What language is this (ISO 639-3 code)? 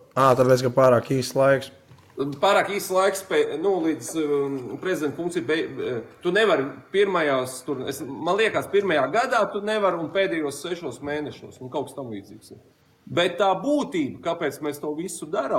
lav